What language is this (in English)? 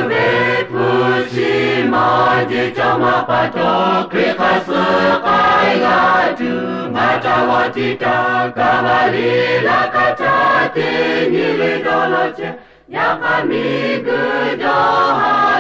Lahu